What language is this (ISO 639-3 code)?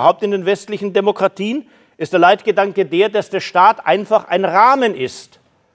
deu